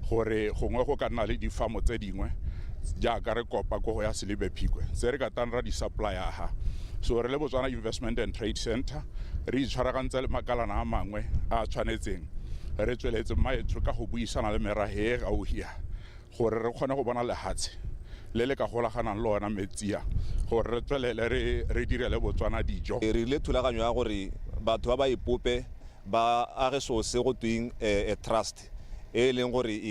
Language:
Tswana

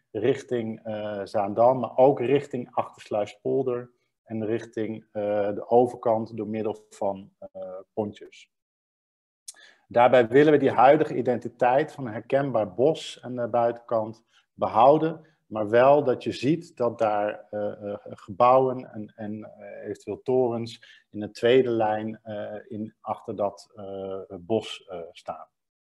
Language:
Dutch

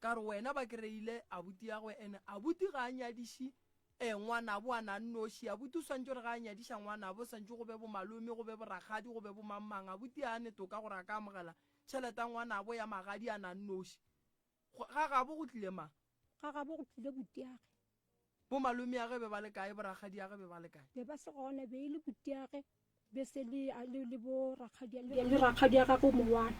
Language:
Northern Sotho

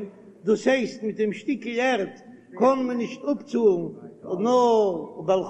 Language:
Yiddish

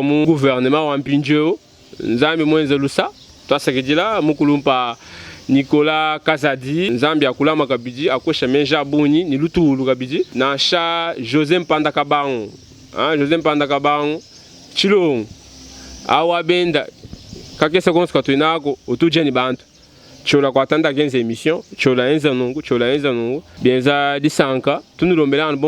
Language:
Luba-Lulua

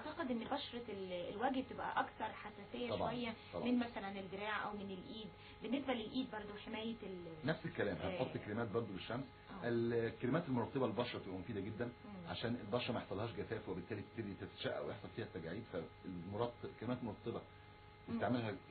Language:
Egyptian Arabic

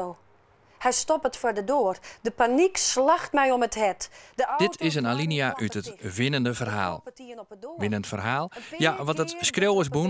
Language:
Western Frisian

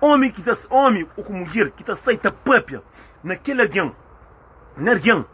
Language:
Kabuverdianu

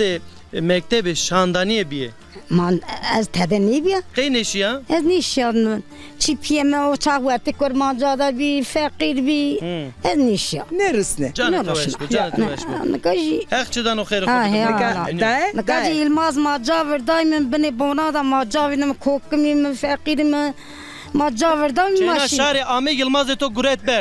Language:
Zaza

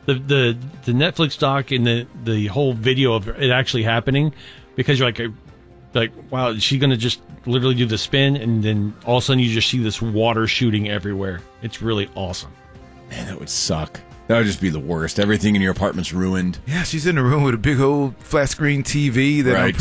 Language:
English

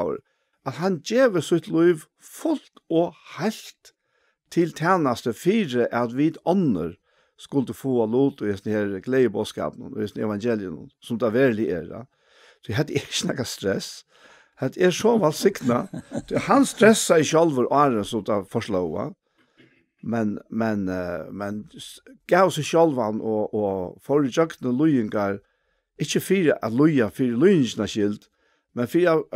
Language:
Faroese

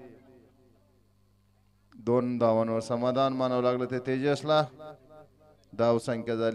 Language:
Marathi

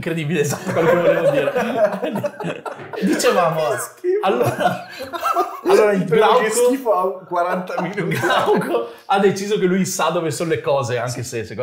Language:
Italian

